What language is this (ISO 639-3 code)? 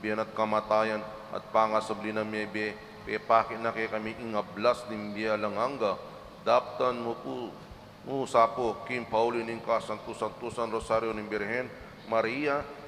pam